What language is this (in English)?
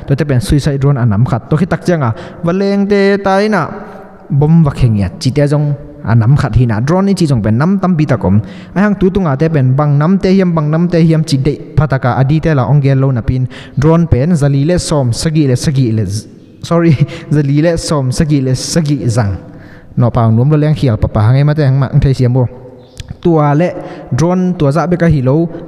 Tedim Chin